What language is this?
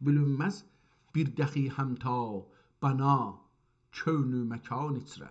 South Azerbaijani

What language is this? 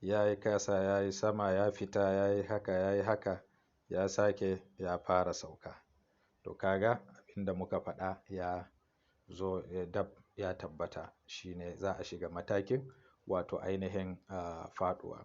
Hausa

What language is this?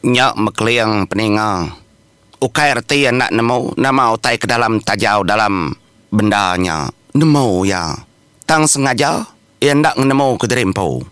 Iban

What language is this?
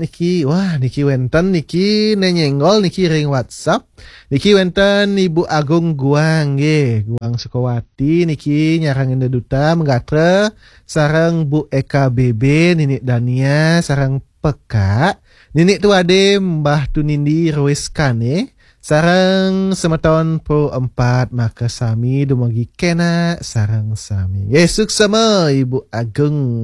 Balinese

